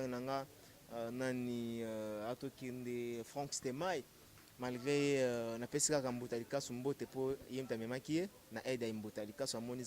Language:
Lingala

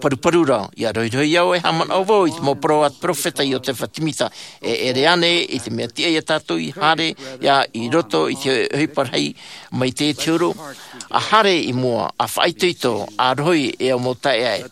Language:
Tahitian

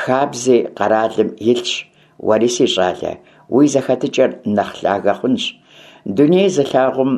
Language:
Kabardian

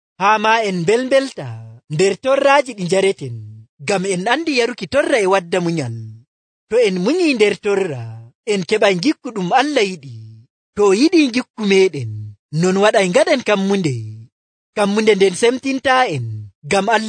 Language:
Nigerian Fulfulde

